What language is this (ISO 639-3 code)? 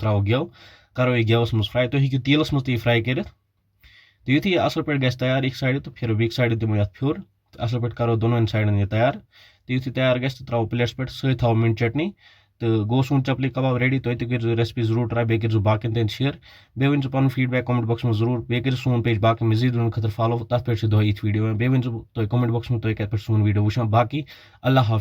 kas